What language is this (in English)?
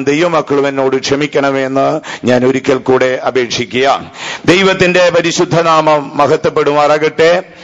Malayalam